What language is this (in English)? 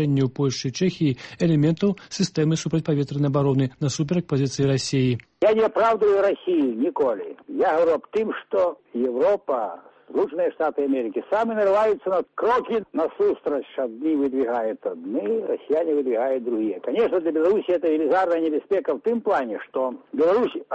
Belarusian